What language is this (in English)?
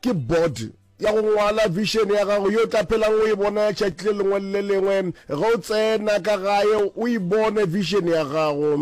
Northern Sotho